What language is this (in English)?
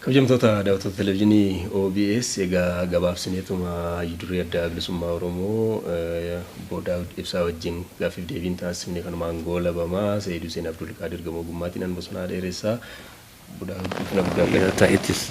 Oromo